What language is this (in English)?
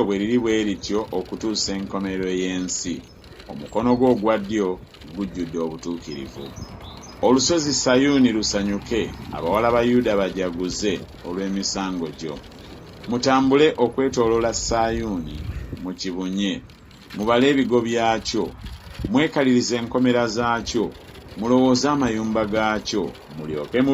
Ganda